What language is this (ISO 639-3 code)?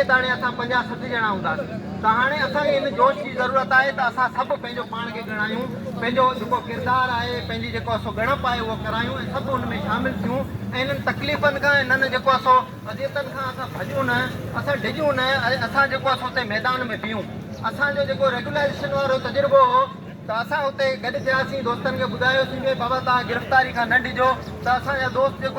snd